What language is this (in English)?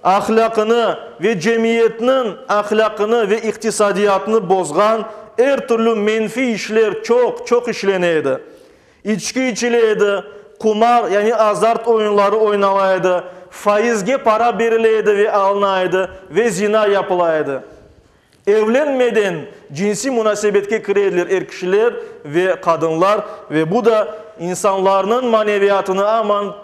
Crimean Tatar